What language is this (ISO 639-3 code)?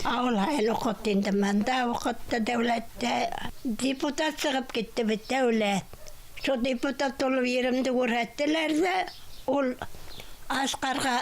bak